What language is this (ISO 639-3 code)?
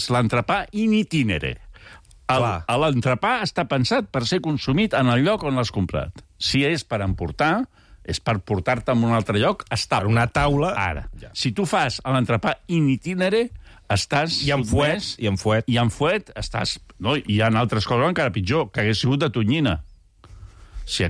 cat